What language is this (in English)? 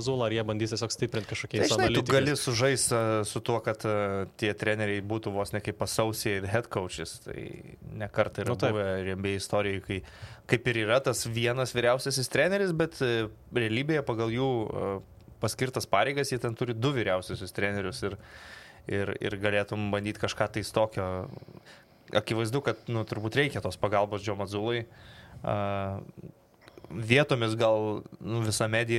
Lithuanian